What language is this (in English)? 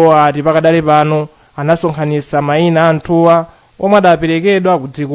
Nyanja